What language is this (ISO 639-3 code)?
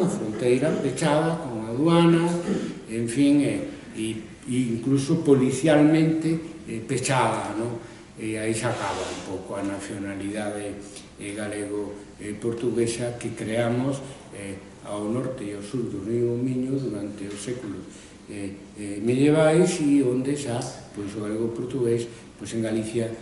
glg